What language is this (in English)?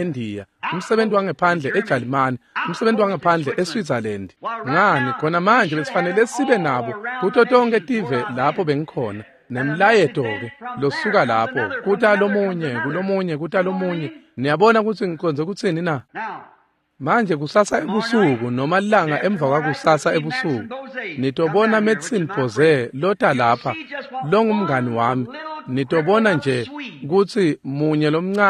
Swati